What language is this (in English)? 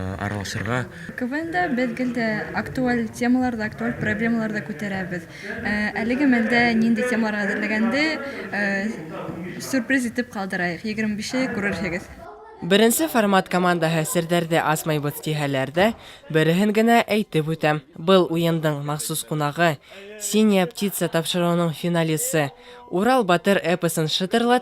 Bashkir